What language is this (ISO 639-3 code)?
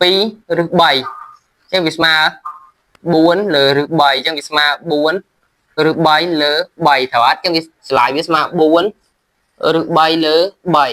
khm